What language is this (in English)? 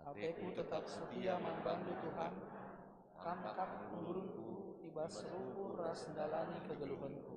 Batak Karo